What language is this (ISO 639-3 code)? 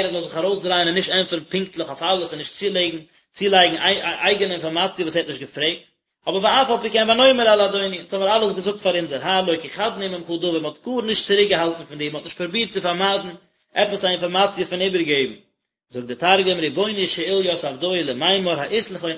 yid